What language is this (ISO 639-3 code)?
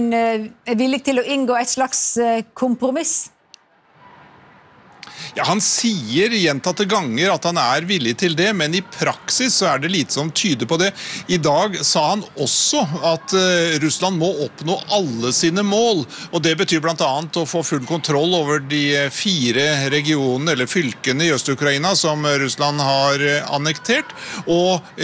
nor